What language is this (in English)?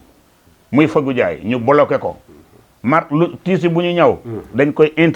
Wolof